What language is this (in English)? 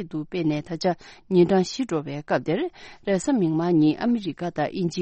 Tibetan